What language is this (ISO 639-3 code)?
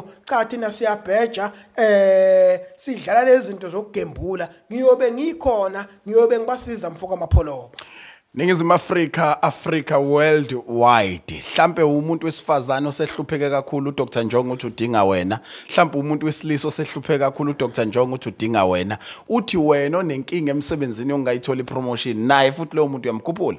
zul